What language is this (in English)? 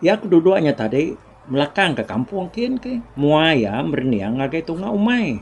Iban